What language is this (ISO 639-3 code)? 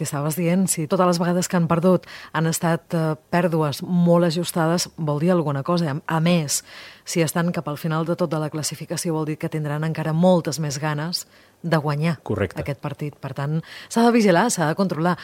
cat